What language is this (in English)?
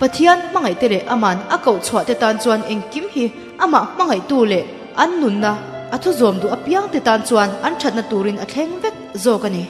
Mizo